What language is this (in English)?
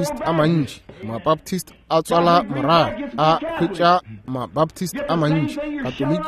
Northern Sotho